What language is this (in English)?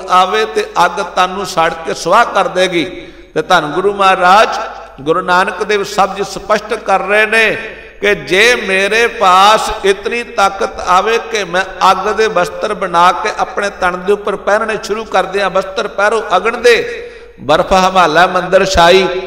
Punjabi